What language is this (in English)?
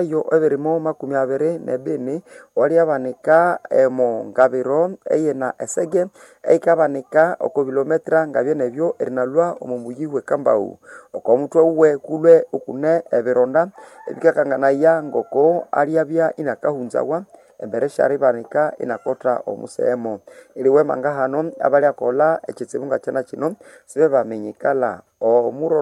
Nande